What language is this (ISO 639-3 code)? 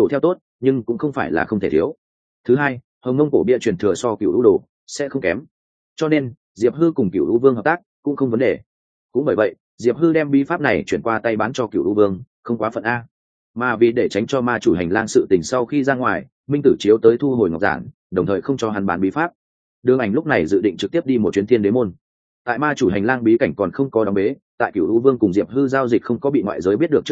vie